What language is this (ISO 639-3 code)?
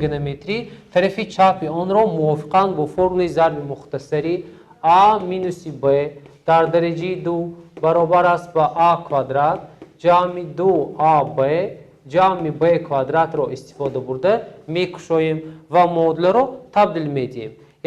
tgk